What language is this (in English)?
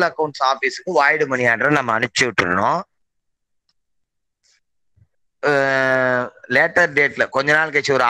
Tamil